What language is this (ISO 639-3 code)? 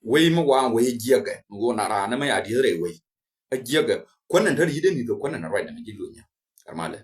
nus